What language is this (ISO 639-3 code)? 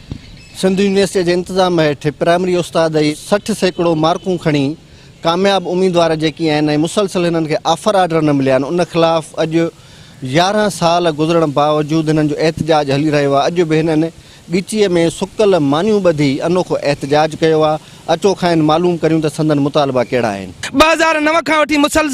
snd